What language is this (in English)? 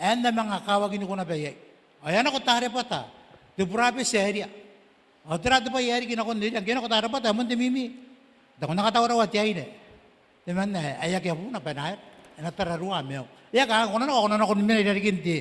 Gilbertese